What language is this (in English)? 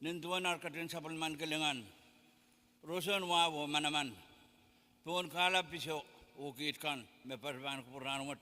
Pohnpeian